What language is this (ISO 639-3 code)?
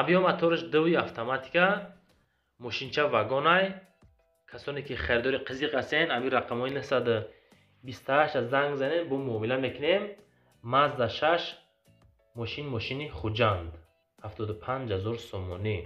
tgk